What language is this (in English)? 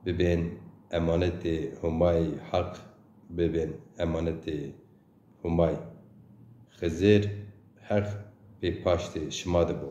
Zaza